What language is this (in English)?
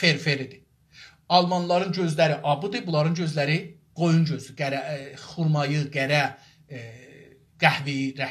South Azerbaijani